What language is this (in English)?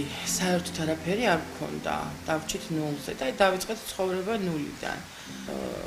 Georgian